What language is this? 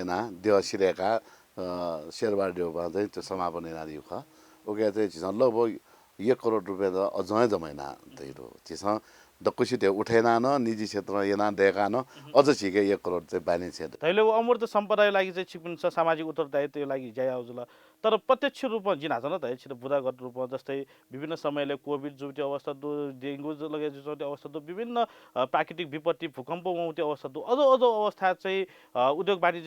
Newari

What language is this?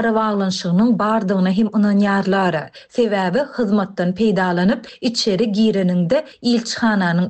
Turkmen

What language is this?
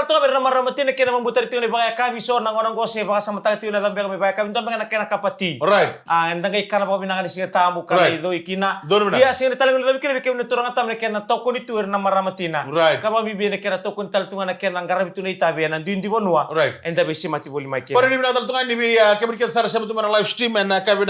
Fijian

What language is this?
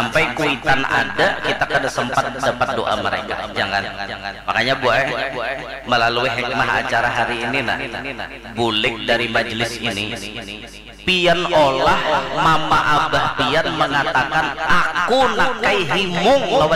Banjar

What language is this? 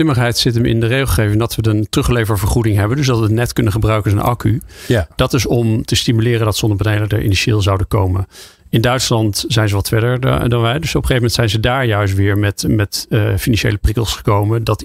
Dutch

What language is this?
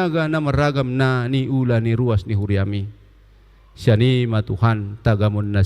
Batak Toba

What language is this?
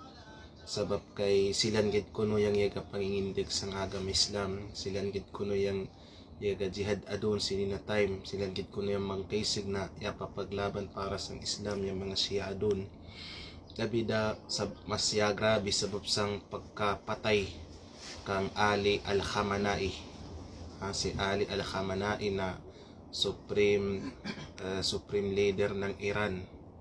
Kalagan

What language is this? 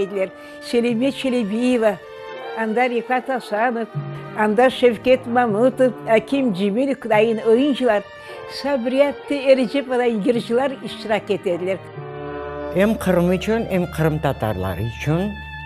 Crimean Tatar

